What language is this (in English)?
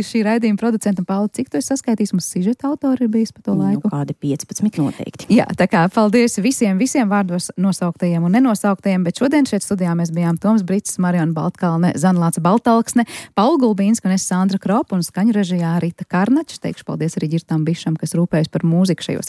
Latvian